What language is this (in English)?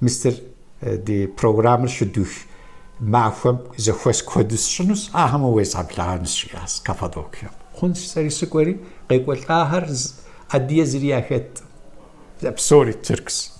Kabardian